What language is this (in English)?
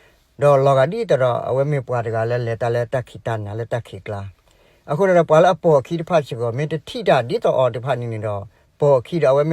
S'gaw Karen